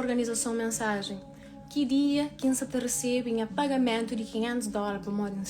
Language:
Kabuverdianu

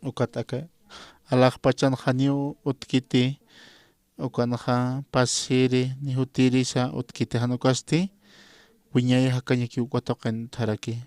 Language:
Aymara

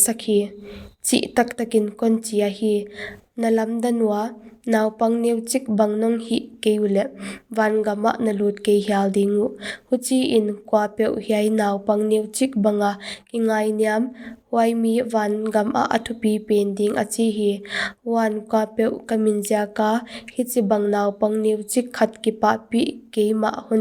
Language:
Paite Chin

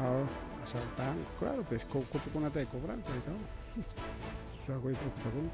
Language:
Ayacucho Quechua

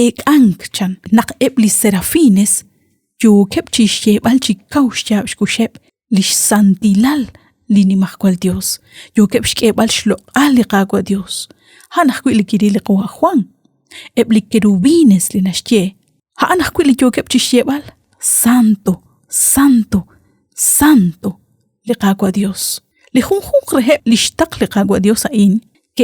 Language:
Kekchí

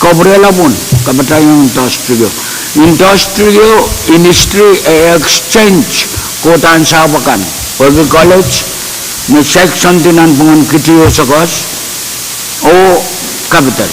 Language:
Pohnpeian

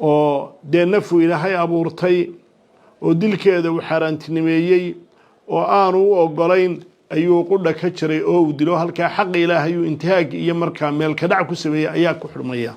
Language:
Somali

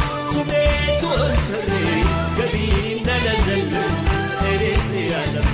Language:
Tigre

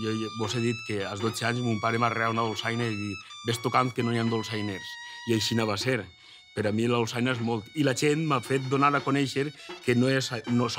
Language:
Catalan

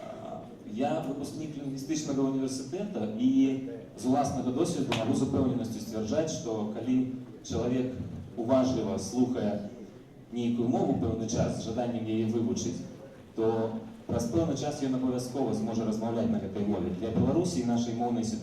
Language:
Belarusian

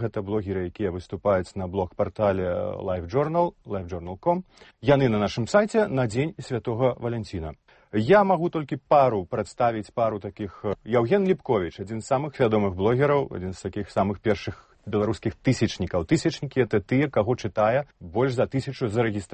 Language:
Belarusian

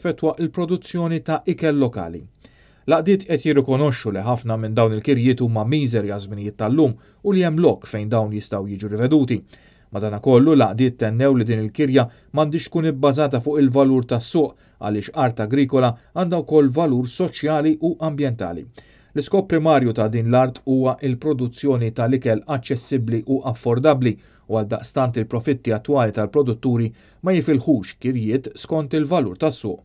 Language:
Maltese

